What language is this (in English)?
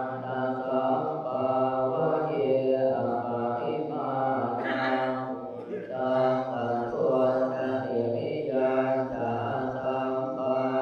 Pali